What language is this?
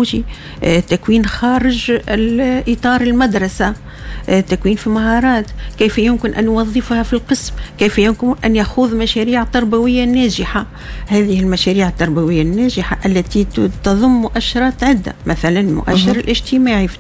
Tunisian Arabic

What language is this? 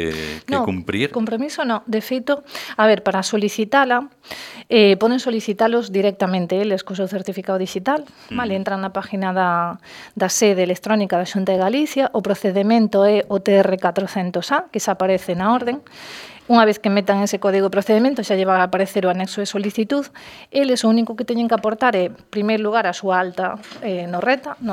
Galician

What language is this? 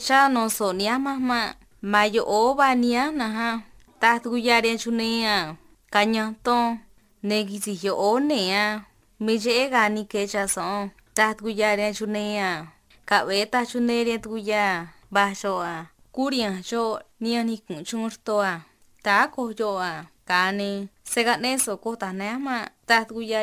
Copala Triqui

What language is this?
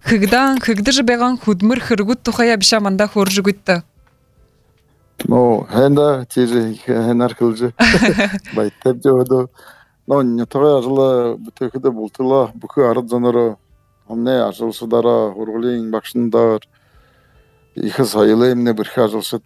Buriat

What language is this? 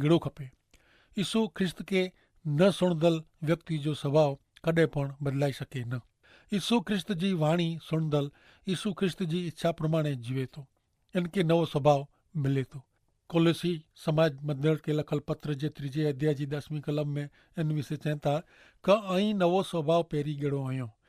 Kachhi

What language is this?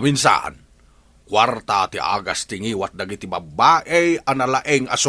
Iloko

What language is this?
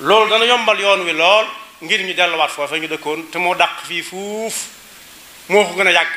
Wolof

